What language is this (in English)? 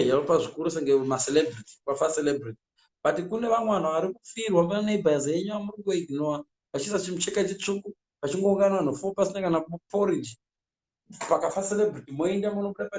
Shona